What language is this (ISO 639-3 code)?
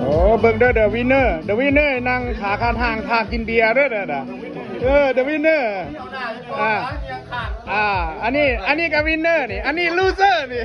lao